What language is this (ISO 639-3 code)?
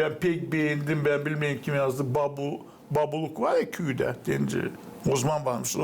gag